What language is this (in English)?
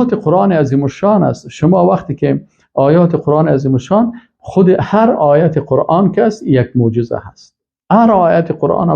Persian